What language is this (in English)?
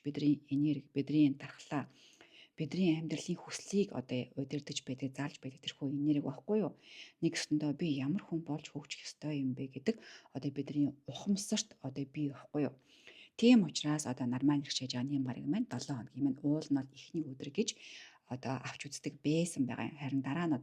Mongolian